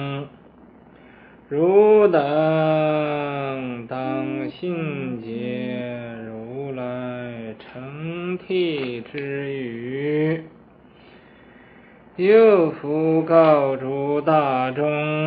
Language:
Chinese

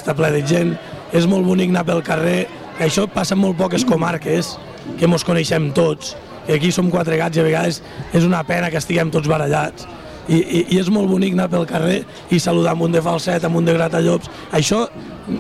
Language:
Catalan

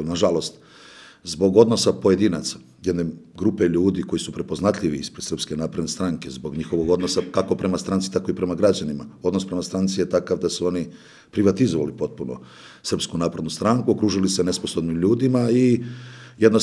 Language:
Serbian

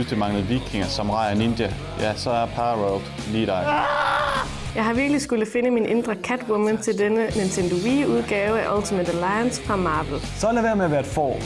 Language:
Danish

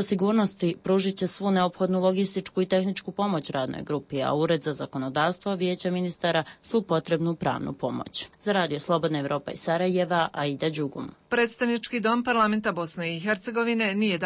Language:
Croatian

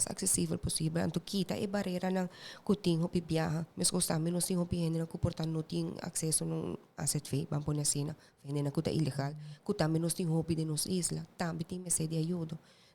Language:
Papiamento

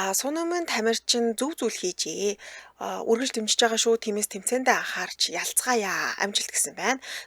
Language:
Mongolian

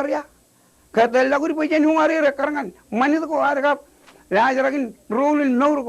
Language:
Marshallese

